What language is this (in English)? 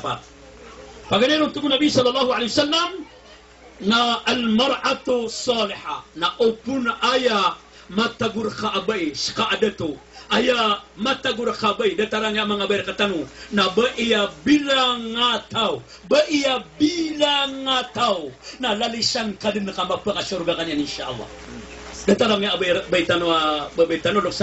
Maranao